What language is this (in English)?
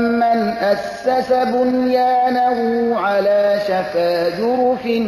Persian